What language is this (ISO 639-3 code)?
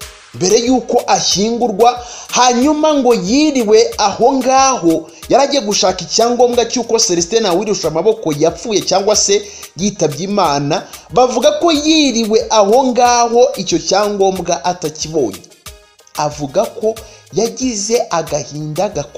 kin